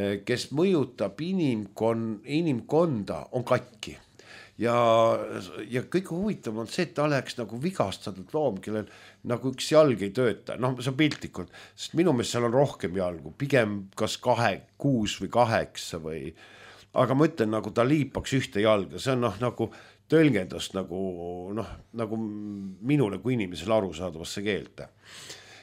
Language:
Estonian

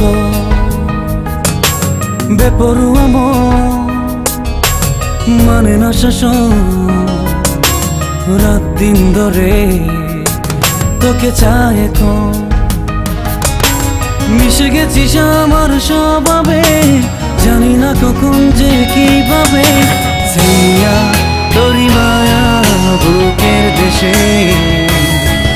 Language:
Bangla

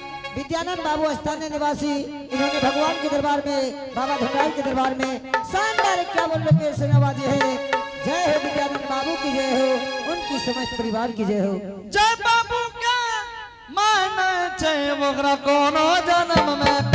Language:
Angika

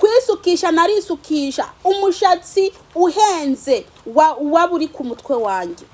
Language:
Rundi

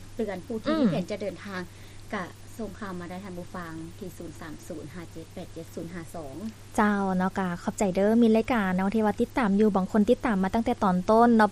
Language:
Lao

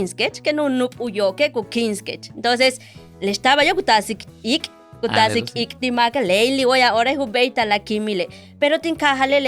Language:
Yucateco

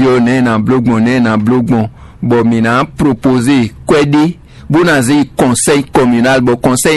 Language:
Fon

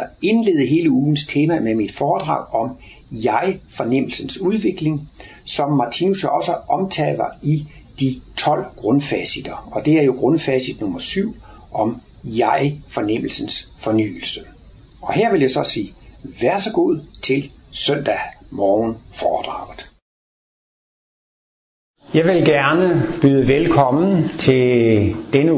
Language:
Danish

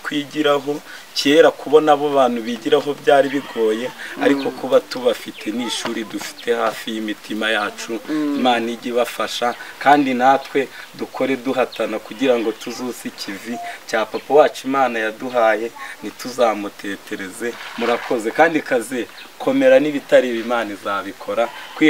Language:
Kinyarwanda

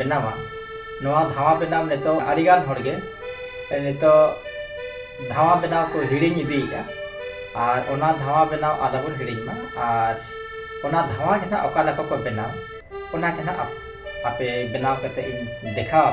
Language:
Santali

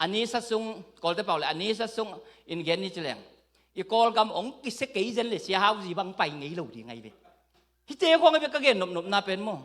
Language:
Tedim Chin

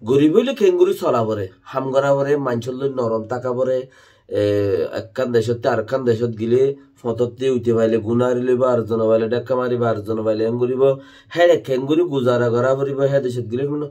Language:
Rohingya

